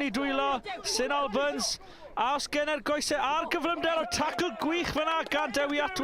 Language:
Welsh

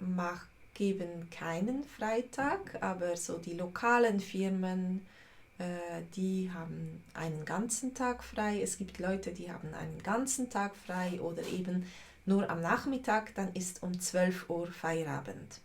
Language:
Swiss German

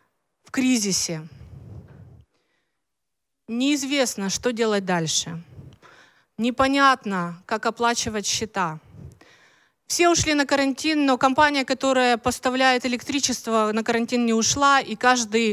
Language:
Russian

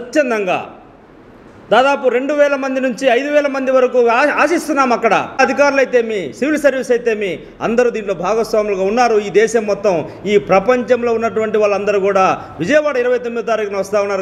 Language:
Telugu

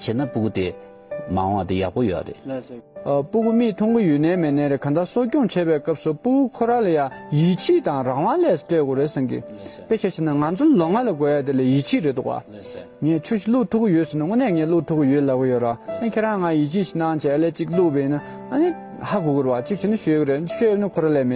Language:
Tibetan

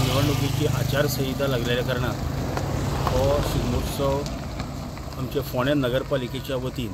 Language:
Konkani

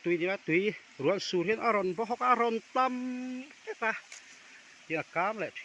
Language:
Mizo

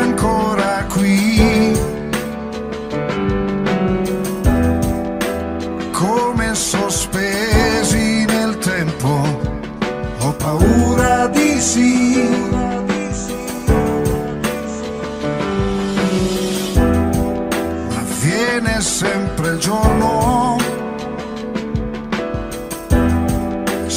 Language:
Italian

